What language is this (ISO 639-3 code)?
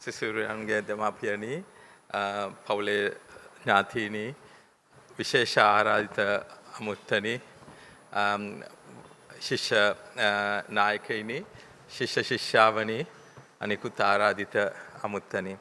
sin